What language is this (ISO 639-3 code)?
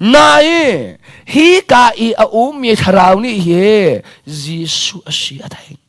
cnh